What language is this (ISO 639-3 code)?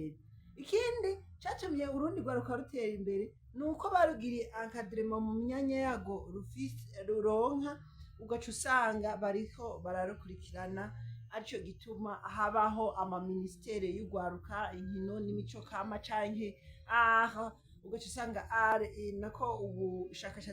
run